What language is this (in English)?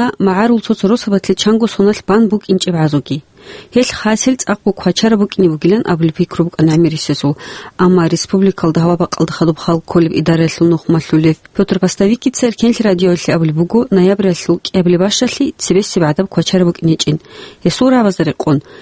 Avaric